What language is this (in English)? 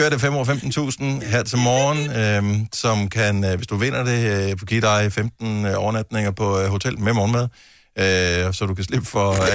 Danish